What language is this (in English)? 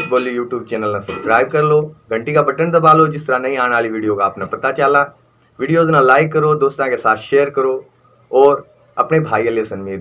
Haryanvi